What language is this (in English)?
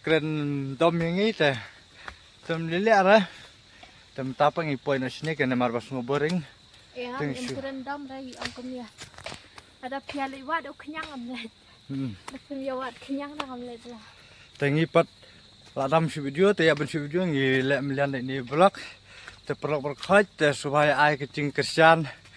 Khasi